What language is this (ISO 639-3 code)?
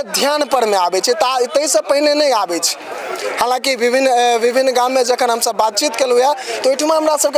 mai